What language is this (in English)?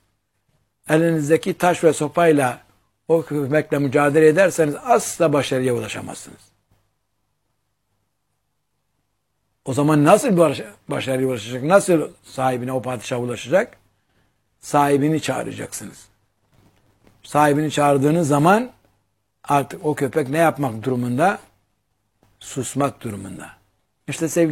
Turkish